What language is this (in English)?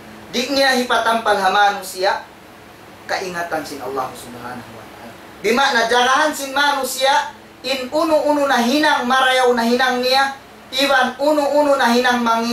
Tausug